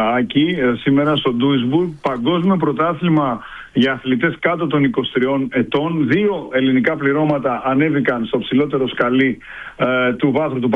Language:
Greek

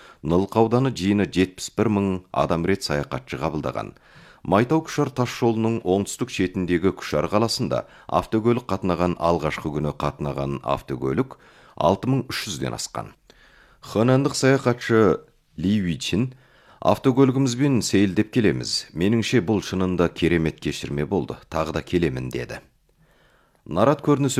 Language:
Kazakh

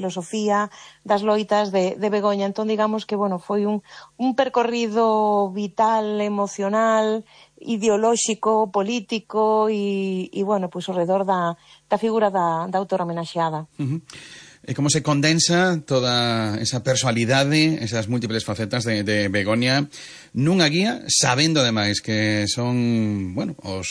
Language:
Galician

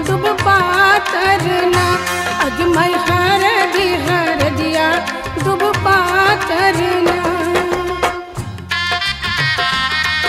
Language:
Bhojpuri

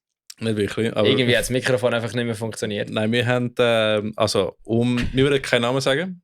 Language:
Swiss German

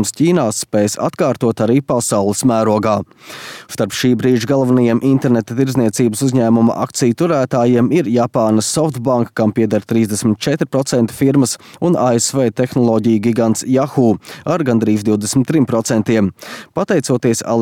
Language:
Latvian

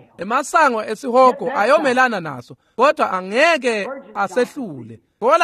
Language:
Swati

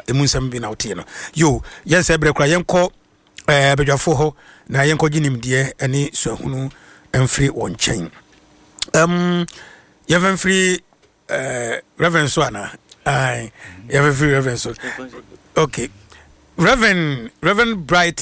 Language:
Akan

